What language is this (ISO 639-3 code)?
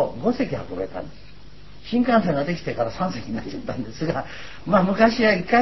jpn